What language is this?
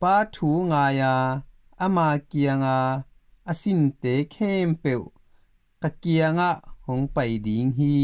Tedim Chin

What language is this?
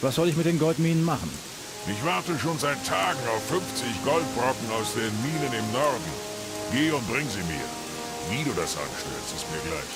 Bavarian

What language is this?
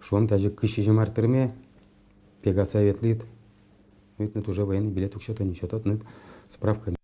Udmurt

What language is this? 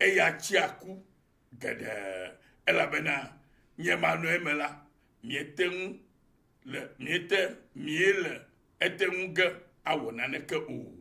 Ewe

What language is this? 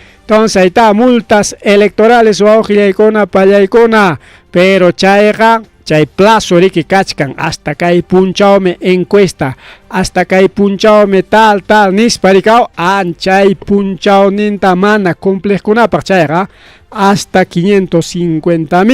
Ayacucho Quechua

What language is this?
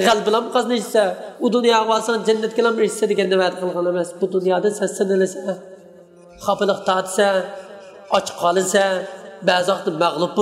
Uyghur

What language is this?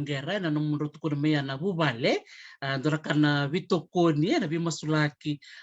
Fijian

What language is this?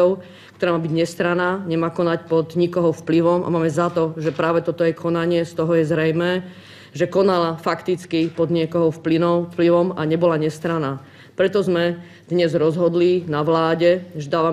Slovak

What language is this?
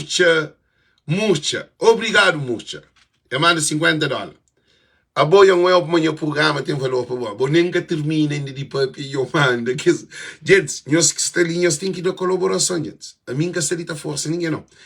Kabuverdianu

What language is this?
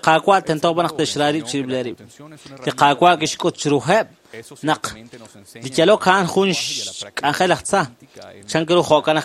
Kekchí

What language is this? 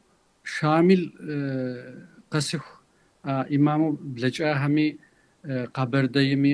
Kabardian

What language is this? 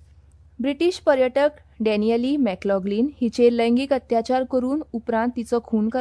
Konkani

